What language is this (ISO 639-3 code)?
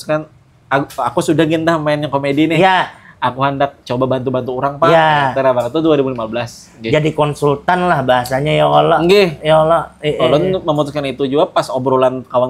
bjn